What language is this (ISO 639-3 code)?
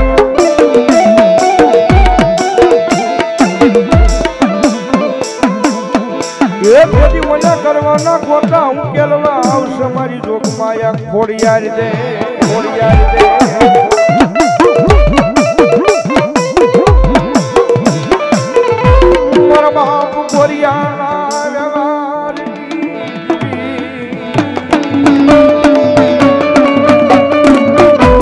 guj